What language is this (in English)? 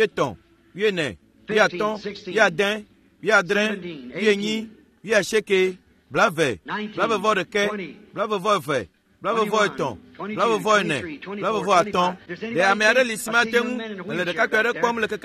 Ewe